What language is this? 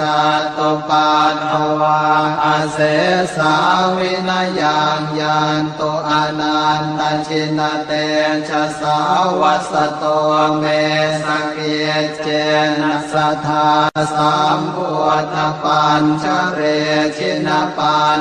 Pali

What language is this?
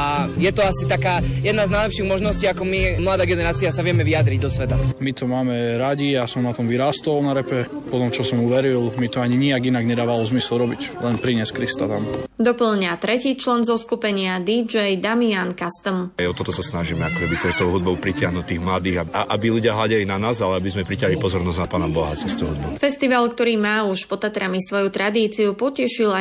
Slovak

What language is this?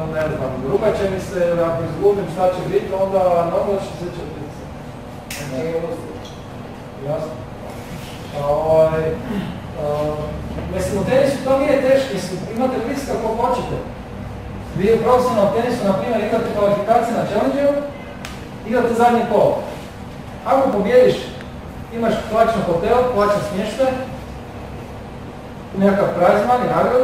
Croatian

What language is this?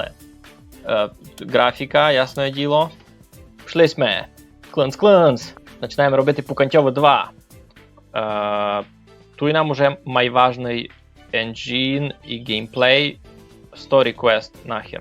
Rusyn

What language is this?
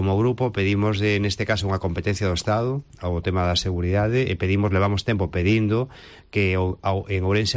Galician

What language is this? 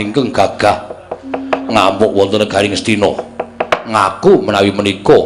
Javanese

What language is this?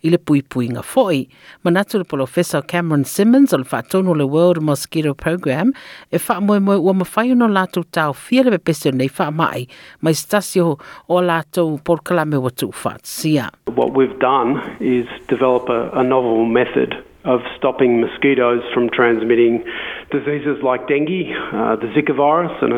Samoan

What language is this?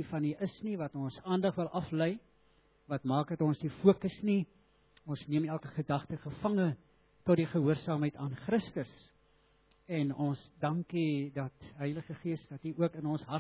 Afrikaans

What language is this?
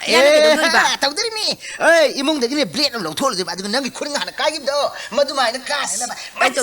Manipuri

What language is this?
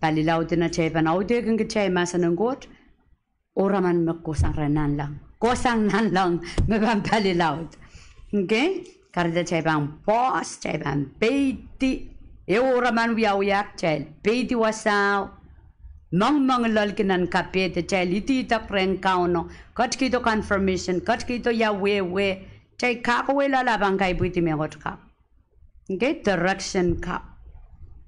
Pohnpeian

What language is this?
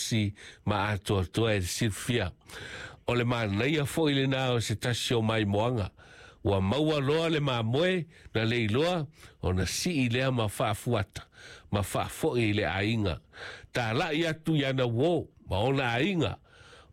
Samoan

